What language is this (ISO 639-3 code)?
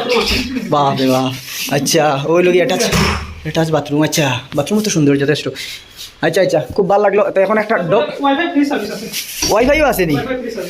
syl